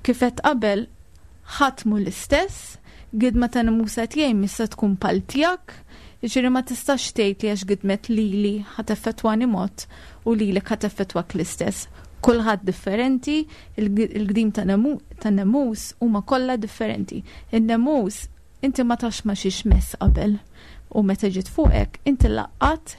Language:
Maltese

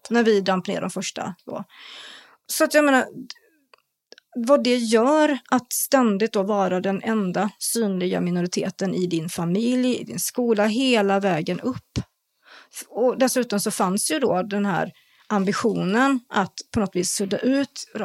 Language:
Swedish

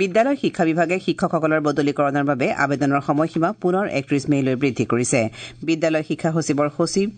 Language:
Assamese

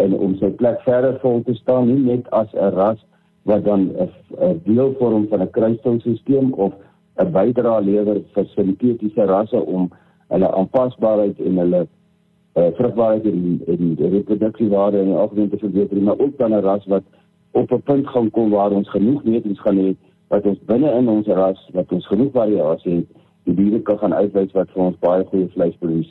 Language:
Afrikaans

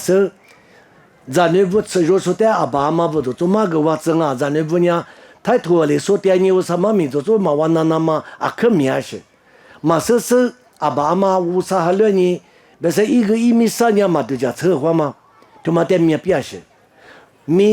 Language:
Lisu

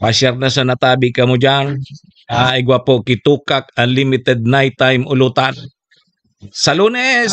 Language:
Bikol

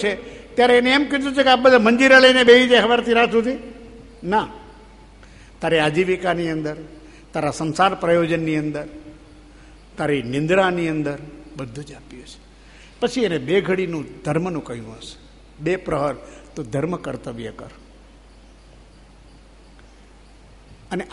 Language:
Gujarati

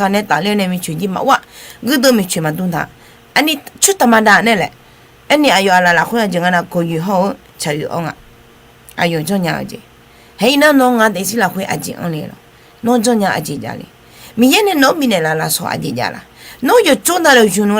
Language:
Akha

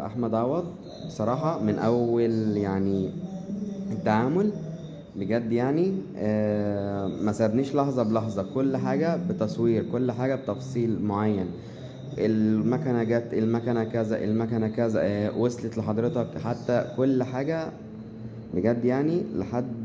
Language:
Egyptian Arabic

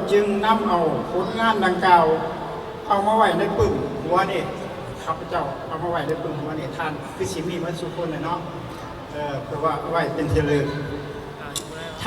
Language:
Lao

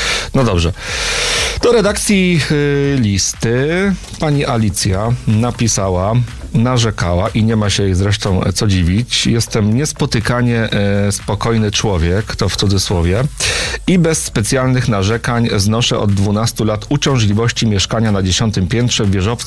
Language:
Polish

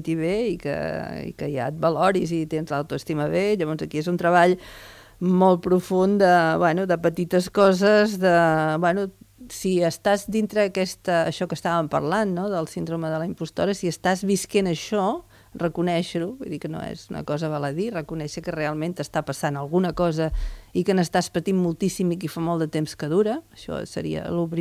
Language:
Catalan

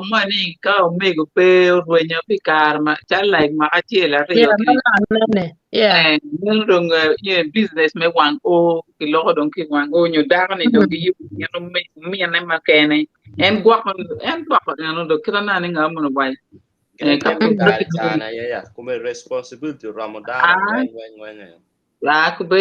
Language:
Acoli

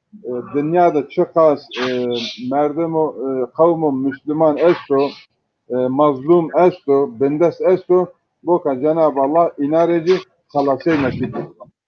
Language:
Zaza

